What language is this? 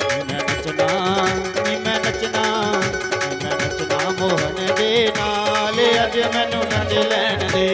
Dogri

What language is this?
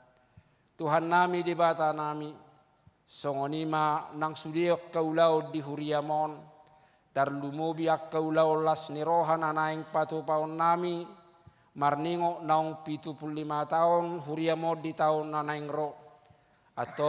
Batak Toba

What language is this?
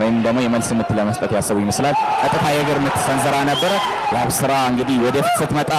Amharic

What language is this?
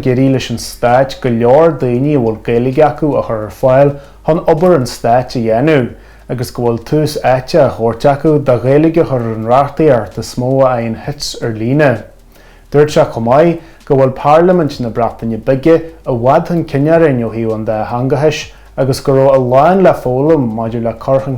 Irish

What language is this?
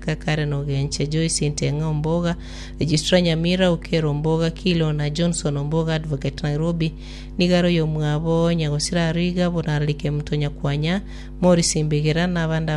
Gusii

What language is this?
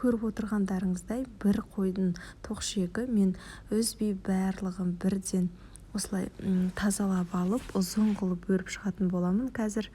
Kazakh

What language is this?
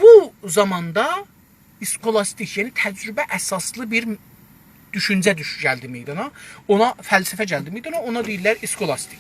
South Azerbaijani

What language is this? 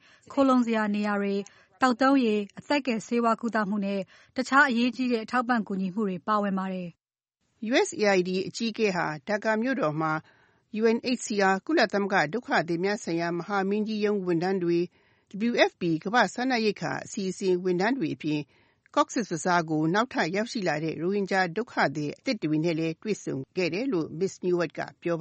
Burmese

